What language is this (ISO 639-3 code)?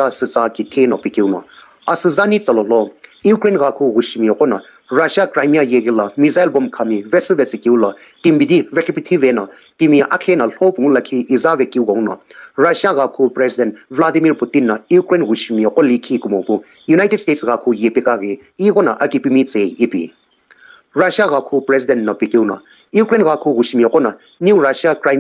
nsm